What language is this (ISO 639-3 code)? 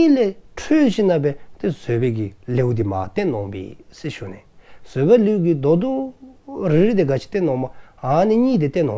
dzo